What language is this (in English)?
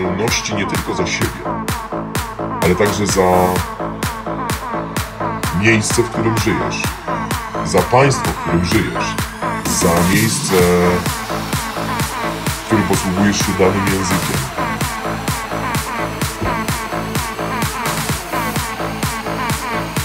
Polish